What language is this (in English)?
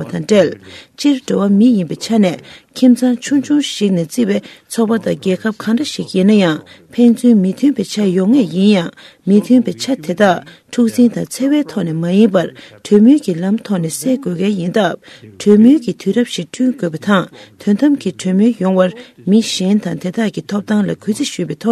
Tibetan